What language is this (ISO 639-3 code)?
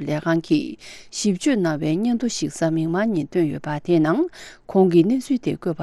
bod